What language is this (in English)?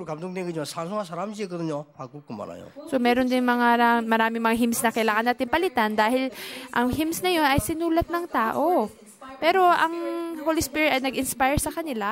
Filipino